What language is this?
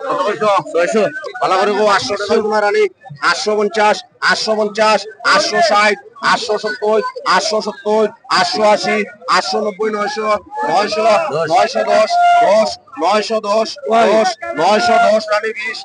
Sylheti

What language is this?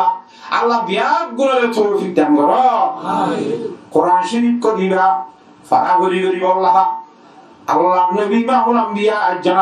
Rohingya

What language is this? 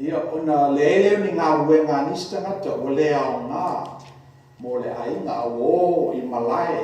Samoan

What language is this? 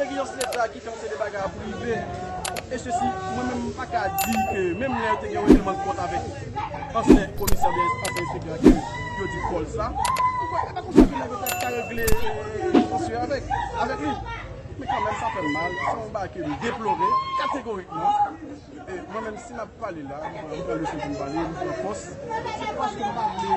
Haitian Creole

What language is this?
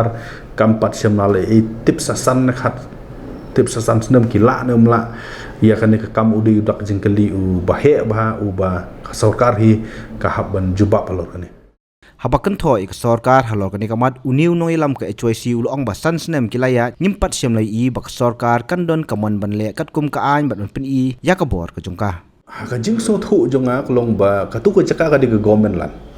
Khasi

